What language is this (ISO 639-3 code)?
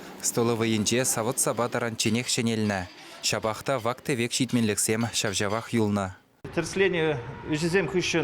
chv